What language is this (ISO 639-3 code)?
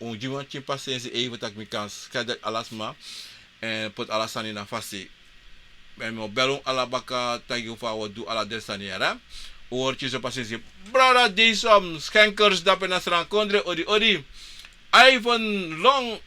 srn